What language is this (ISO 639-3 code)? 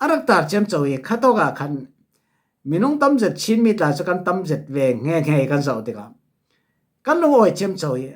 cfm